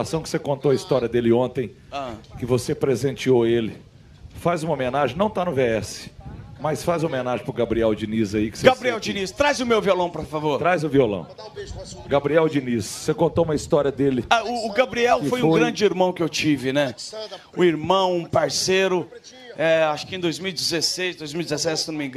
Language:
Portuguese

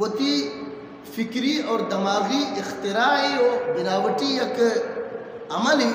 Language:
Eastern Balochi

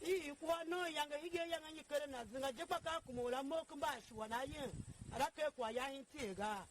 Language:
Tiv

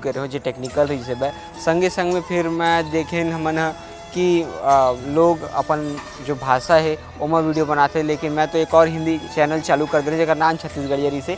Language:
Chhattisgarhi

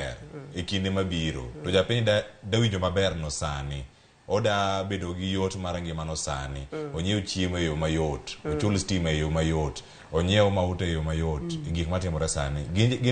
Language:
Luo (Kenya and Tanzania)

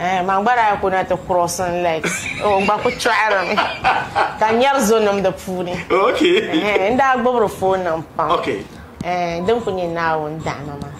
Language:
Dagbani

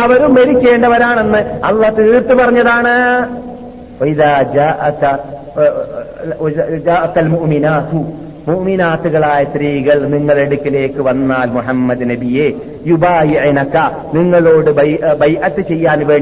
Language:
Malayalam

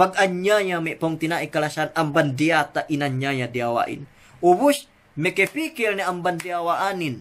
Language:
Yakan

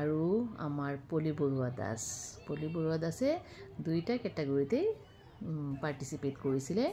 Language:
Assamese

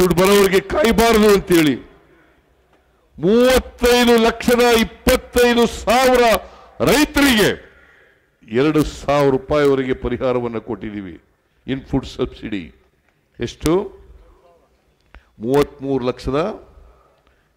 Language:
Kannada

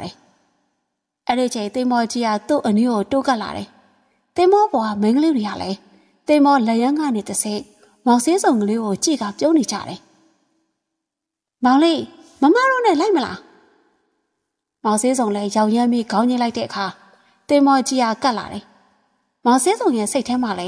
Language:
Burmese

